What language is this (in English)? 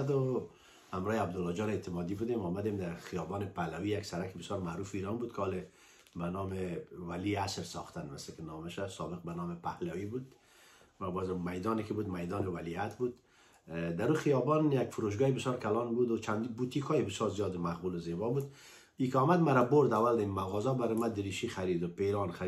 Persian